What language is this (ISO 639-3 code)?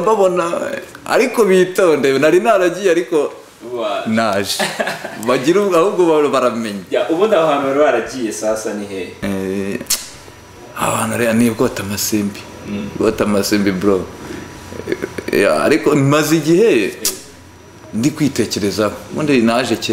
kin